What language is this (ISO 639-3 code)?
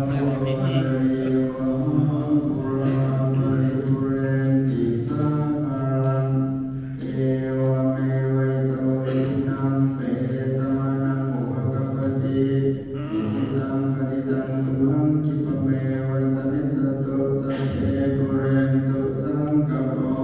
pli